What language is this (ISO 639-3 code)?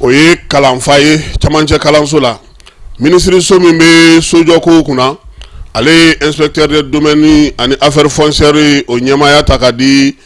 bam